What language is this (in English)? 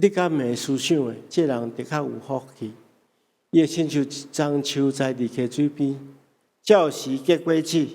Min Nan Chinese